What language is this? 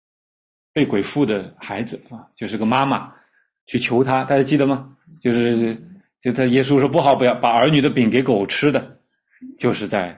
Chinese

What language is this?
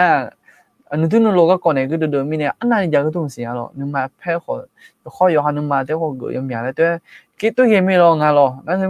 Akha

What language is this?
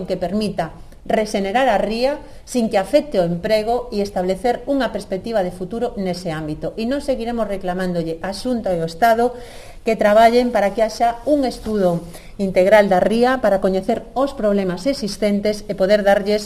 Galician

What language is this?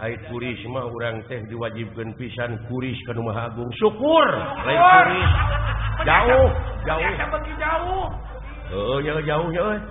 Sundanese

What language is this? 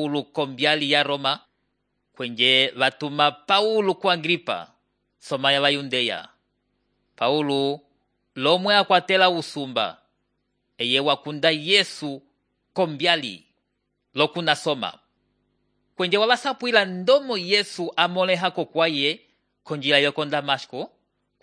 Umbundu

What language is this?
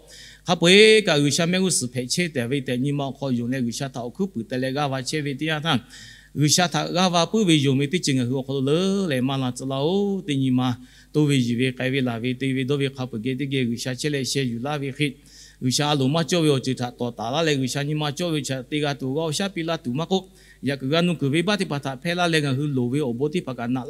Lahu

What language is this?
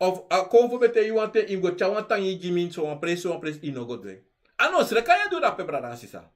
Sranan Tongo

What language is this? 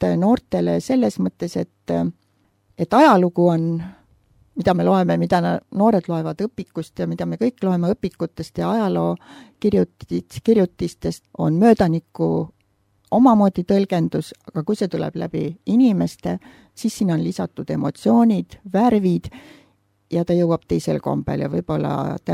Estonian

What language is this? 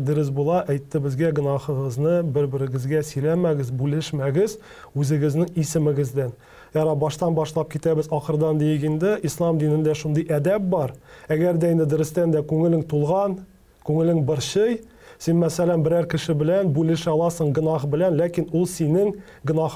Tatar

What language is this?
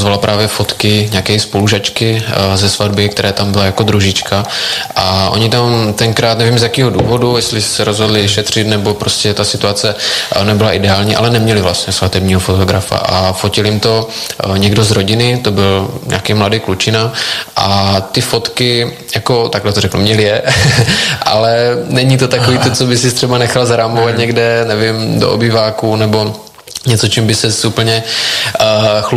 Czech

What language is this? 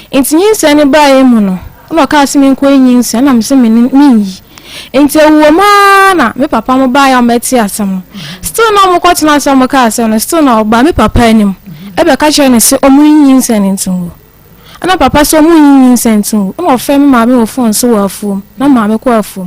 Akan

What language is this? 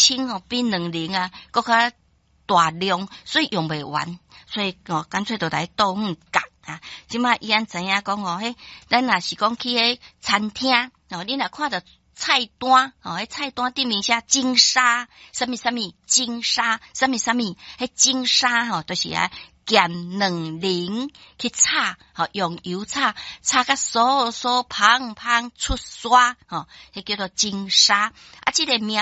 Min Nan Chinese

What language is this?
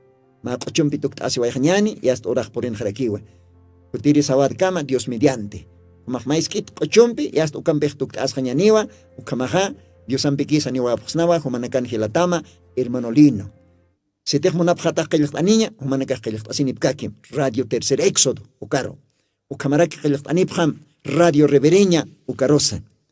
Aymara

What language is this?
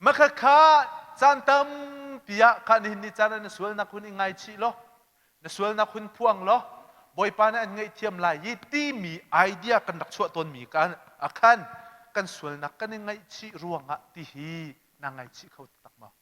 Hakha Chin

